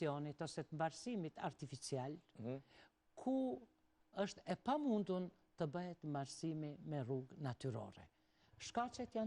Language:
Albanian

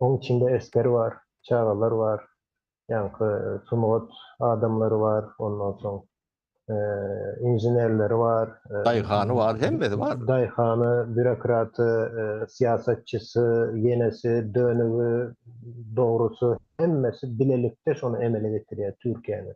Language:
Turkmen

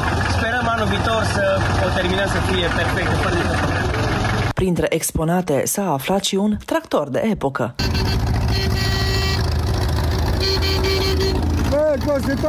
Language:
Romanian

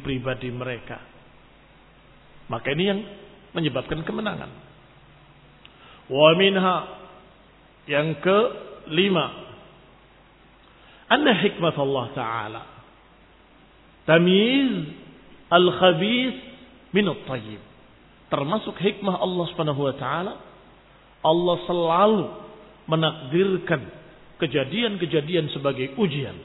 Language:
Indonesian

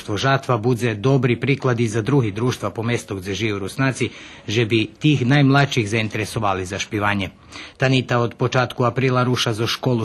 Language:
Rusyn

